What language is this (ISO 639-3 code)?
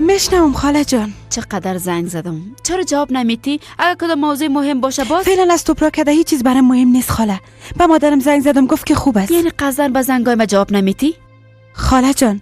fas